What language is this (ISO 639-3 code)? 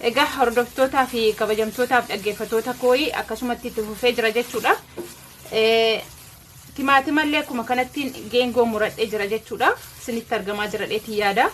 orm